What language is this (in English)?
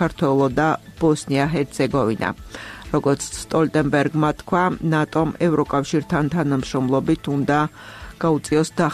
Georgian